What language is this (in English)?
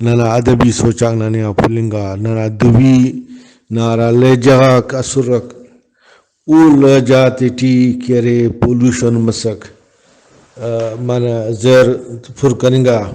Brahui